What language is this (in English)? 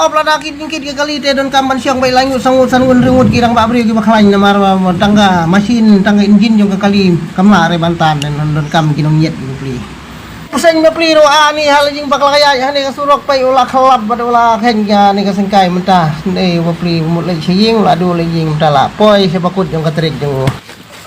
Khasi